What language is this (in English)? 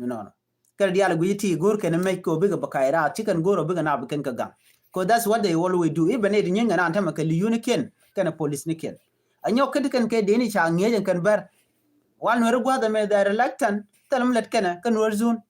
Nuer